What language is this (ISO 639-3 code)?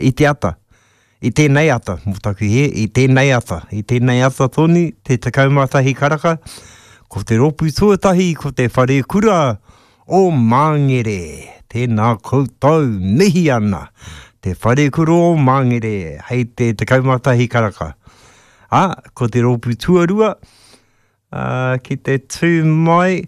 mri